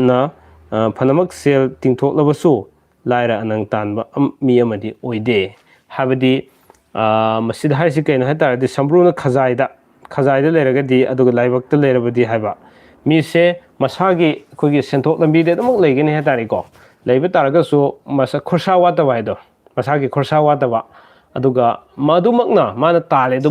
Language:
Manipuri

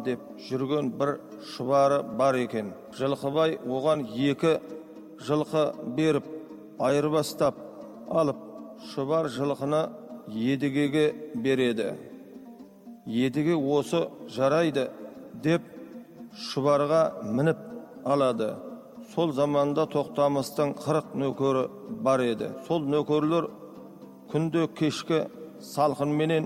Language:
Kazakh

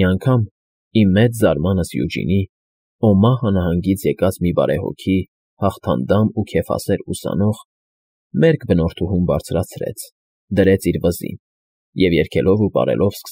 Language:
Armenian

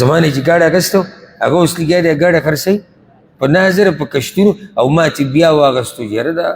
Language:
Pashto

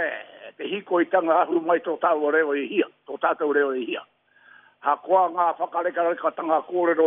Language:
Māori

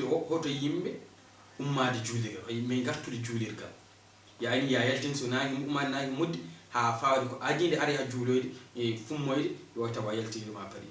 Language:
Fula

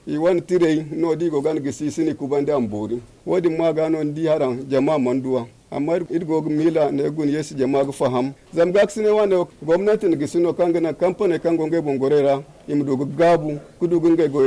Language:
Zarma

